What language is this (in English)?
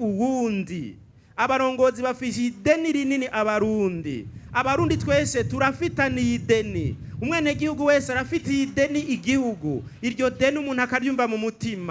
Rundi